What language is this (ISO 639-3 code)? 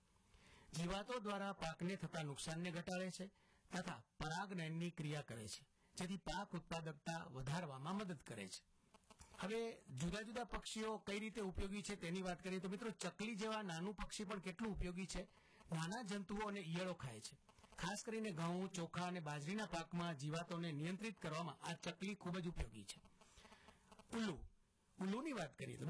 guj